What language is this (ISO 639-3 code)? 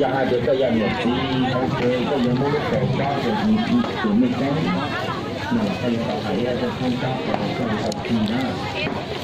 hmn